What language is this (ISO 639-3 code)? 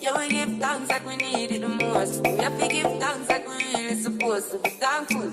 jam